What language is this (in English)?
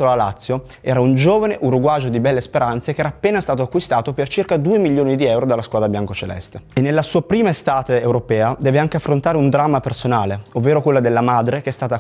Italian